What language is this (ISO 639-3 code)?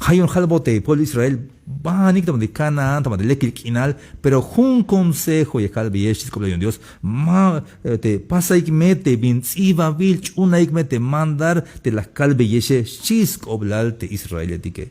tzh